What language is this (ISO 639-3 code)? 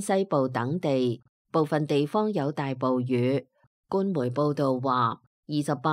yue